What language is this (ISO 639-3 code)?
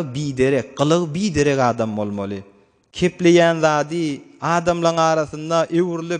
tuk